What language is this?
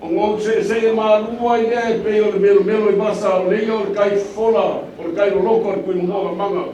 Samoan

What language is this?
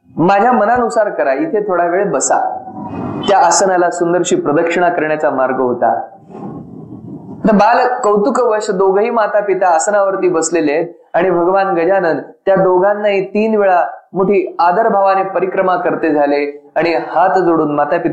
Marathi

